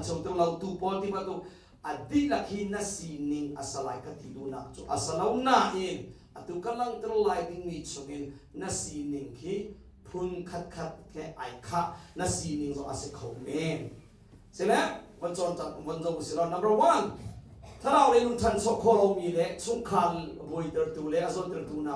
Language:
Hakha Chin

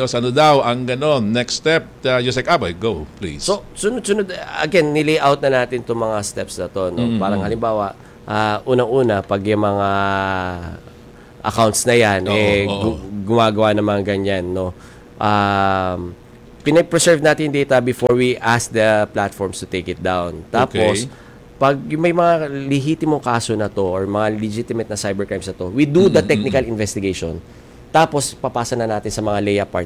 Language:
Filipino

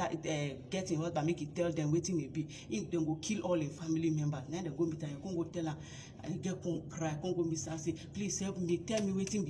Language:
Nigerian Pidgin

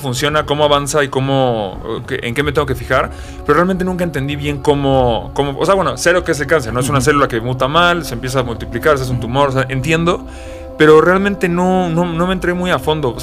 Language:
Spanish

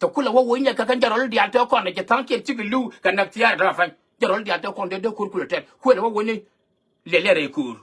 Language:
Nuer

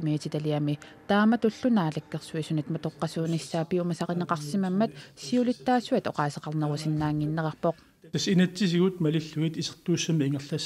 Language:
Kalaallisut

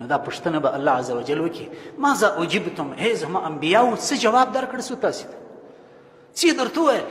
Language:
Pashto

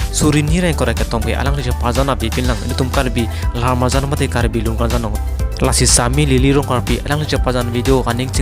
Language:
Karbi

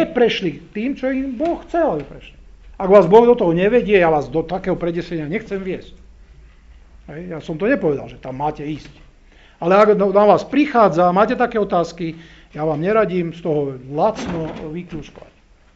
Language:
Slovak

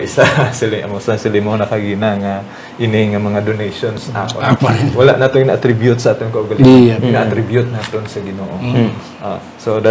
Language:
Hiligaynon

